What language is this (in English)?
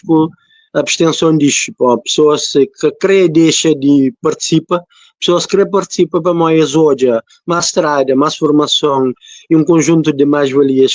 Kabuverdianu